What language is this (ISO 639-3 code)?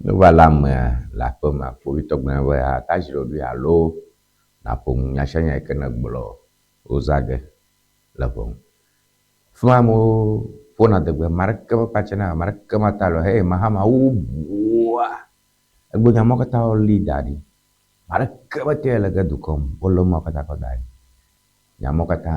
ewe